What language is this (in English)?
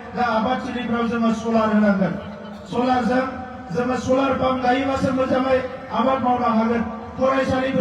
Bodo